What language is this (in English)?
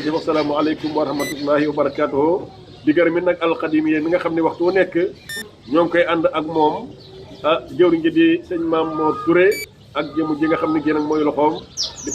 Wolof